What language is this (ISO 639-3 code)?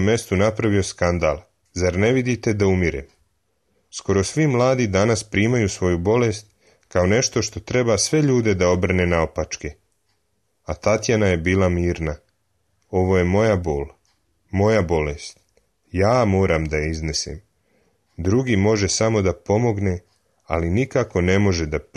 srp